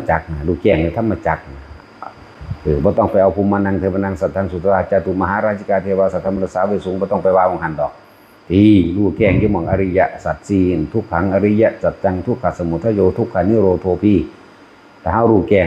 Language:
Northeastern Thai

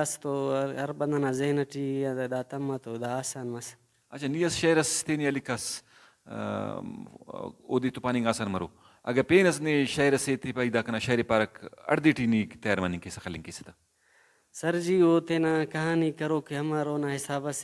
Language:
Brahui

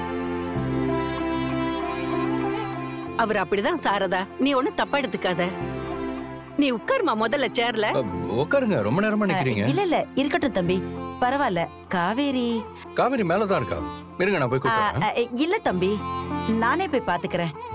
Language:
Tamil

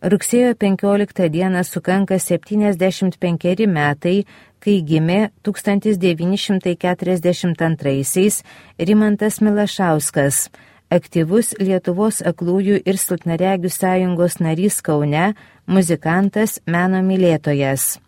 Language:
Lithuanian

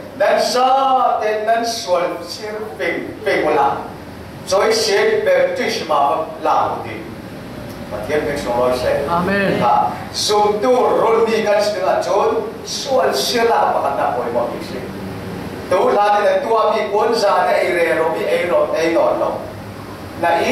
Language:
Falam Chin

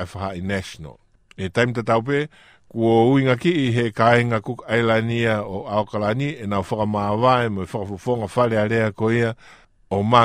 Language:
Tongan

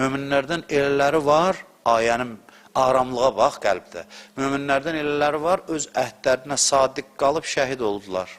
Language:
Azerbaijani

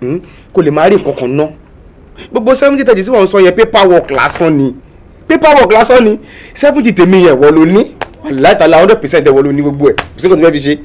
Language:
Yoruba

